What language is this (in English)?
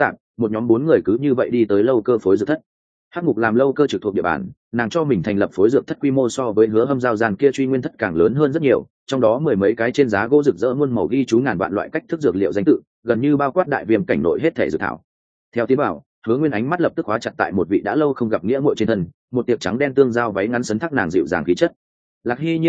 Vietnamese